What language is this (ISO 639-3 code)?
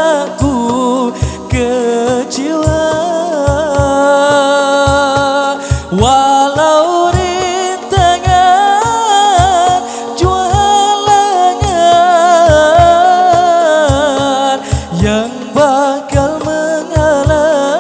msa